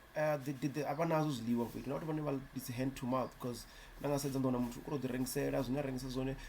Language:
Venda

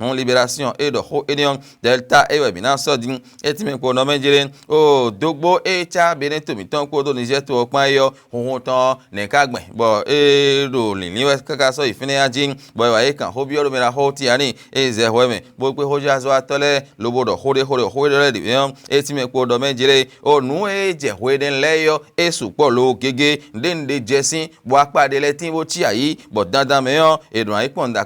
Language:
Fon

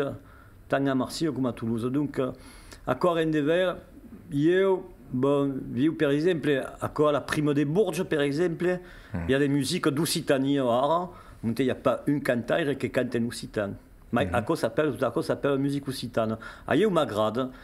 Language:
Occitan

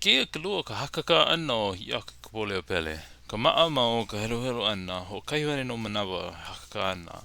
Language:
Hawaiian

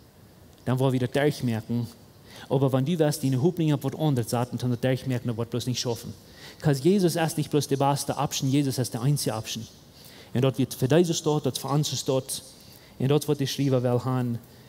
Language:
Plautdietsch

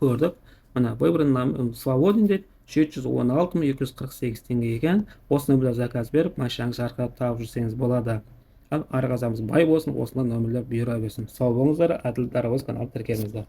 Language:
Kazakh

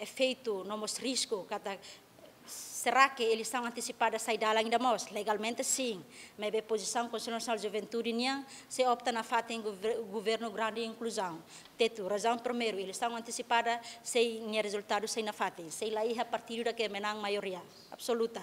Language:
Tetum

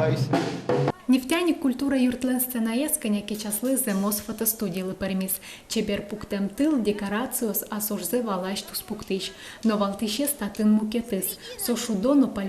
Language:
Udmurt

